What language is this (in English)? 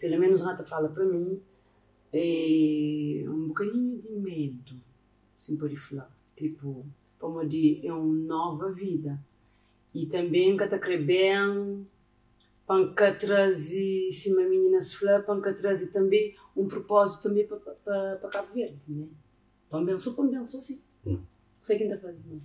Kabuverdianu